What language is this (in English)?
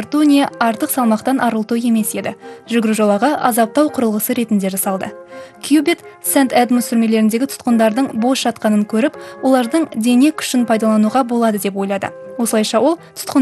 Kazakh